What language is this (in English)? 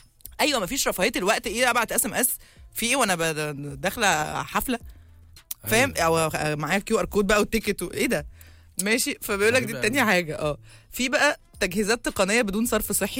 Egyptian Arabic